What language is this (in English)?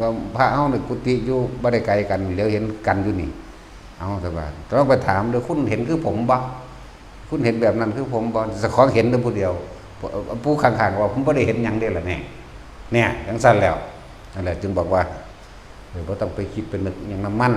Northeastern Thai